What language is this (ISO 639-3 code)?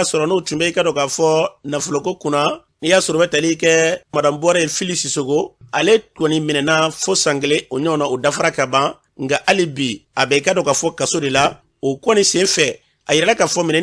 bam